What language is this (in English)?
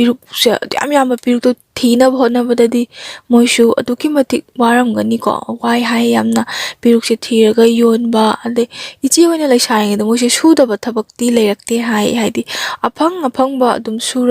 Manipuri